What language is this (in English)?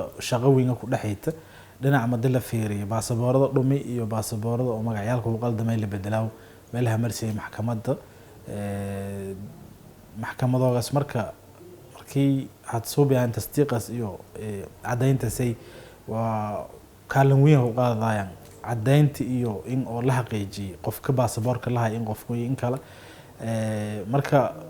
Somali